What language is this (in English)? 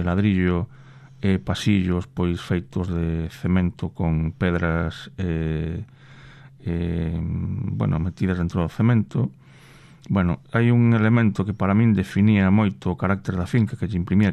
Galician